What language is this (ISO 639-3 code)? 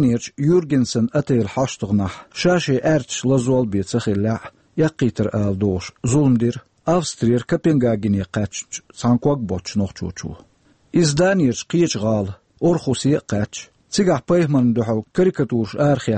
che